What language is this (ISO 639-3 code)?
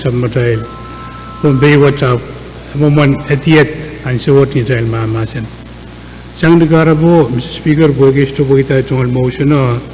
pon